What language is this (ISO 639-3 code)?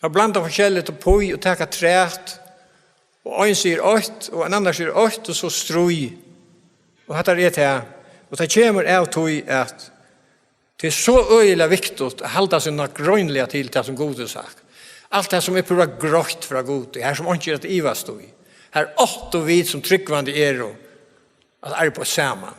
fao